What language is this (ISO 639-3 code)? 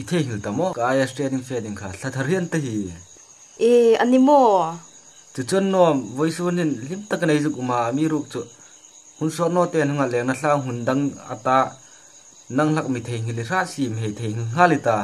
hmr